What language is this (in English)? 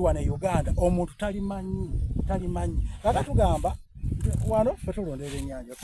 Soga